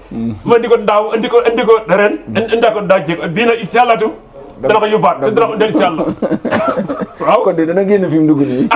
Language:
Wolof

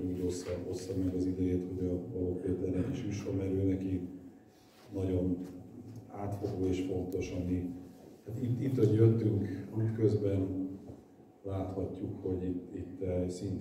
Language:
Hungarian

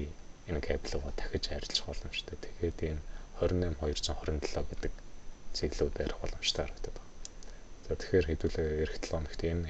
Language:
Mongolian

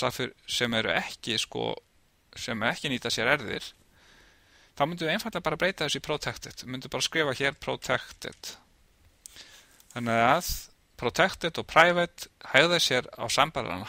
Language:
Icelandic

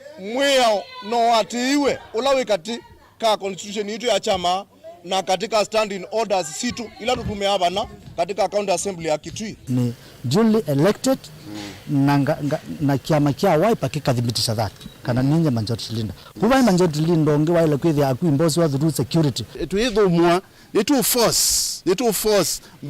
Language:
Kamba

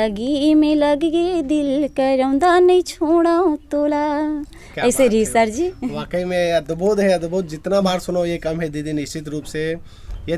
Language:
Chhattisgarhi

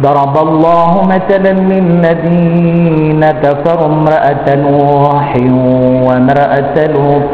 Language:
Maranao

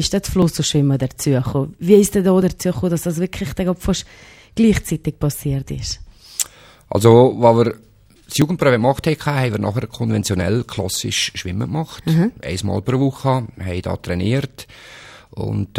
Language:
German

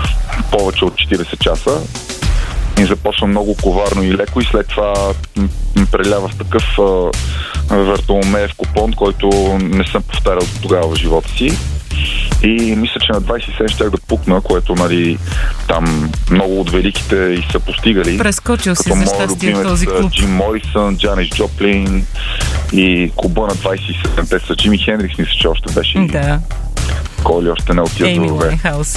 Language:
Bulgarian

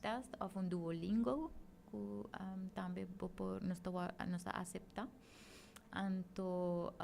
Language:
Papiamento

